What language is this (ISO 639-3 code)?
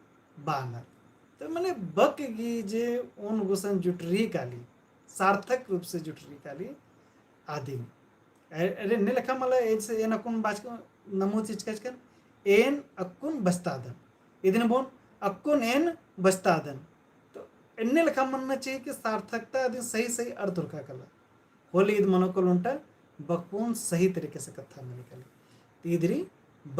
kru